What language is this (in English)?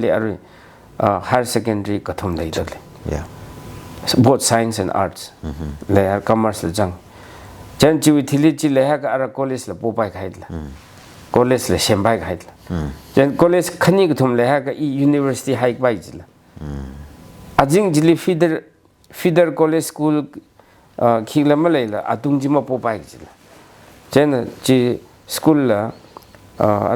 Tangkhul Naga (India)